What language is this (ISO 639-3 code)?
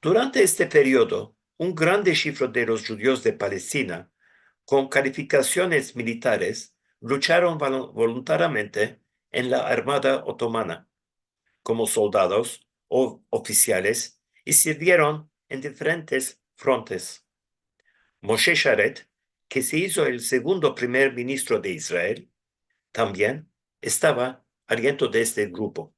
lad